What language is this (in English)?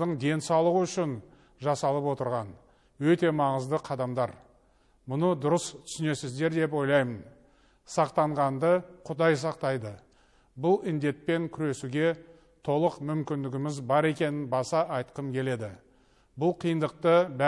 Kazakh